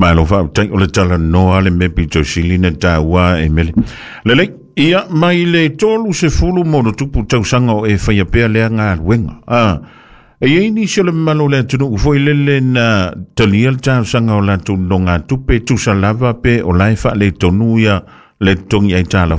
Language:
Samoan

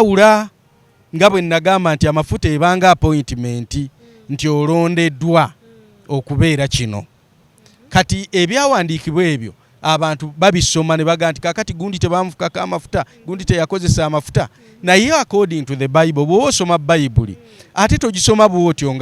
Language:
Ganda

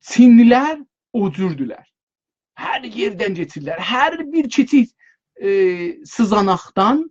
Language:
South Azerbaijani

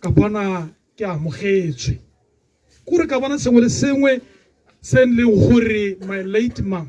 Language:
Tswana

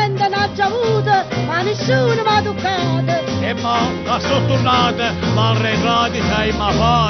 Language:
Neapolitan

